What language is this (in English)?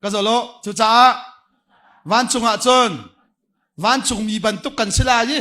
Hakha Chin